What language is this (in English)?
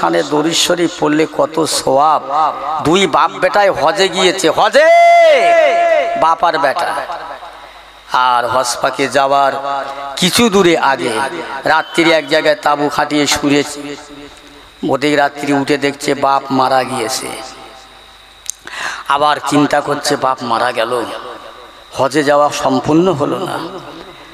Bangla